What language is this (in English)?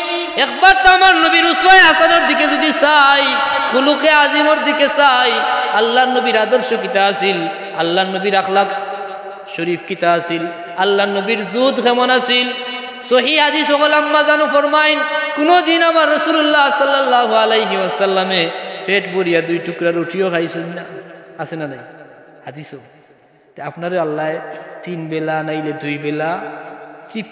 Sylheti